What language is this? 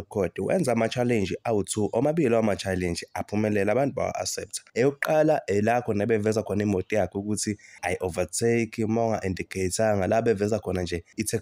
Zulu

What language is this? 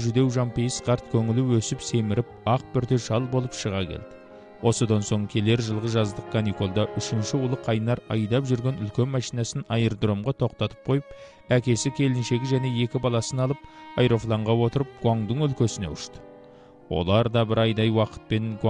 Kazakh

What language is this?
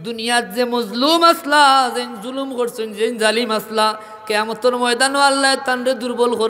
Sylheti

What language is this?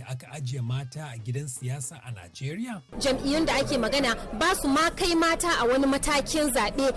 Hausa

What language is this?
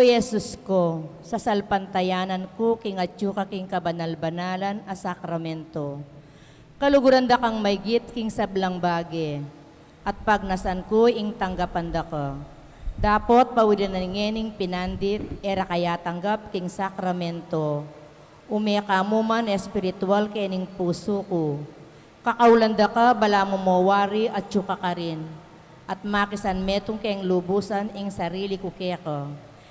Pampanga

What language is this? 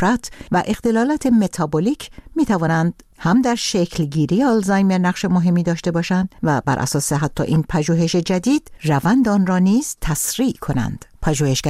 Persian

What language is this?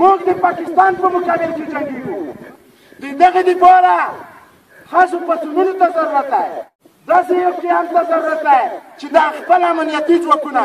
Pashto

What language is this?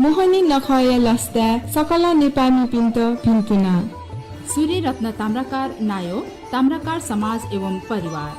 Newari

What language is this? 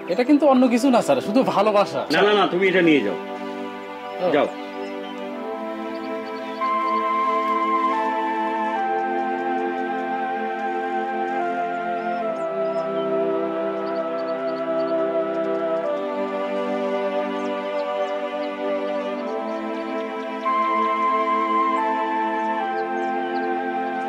Bangla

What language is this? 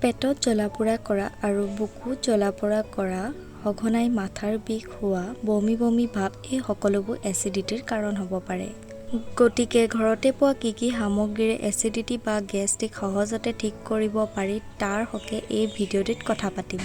Assamese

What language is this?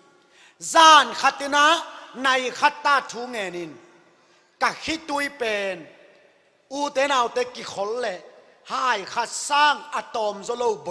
Tedim Chin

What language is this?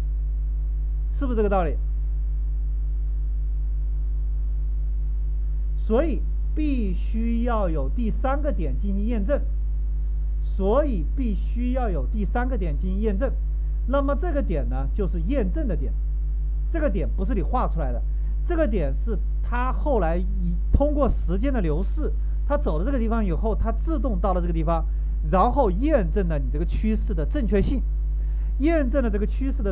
Chinese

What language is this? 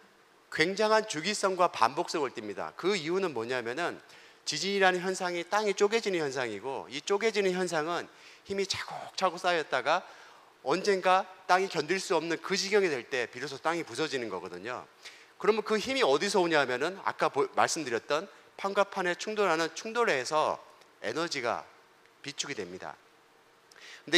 Korean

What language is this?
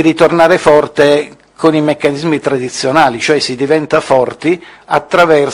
Italian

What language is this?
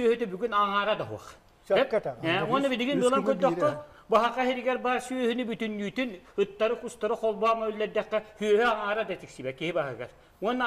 Yakut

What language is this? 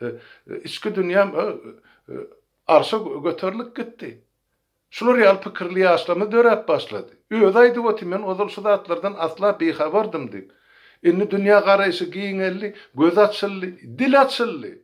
Turkmen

